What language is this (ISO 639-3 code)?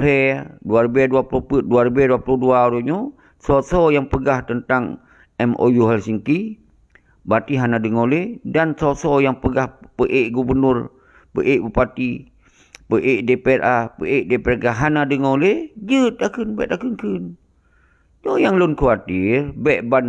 ace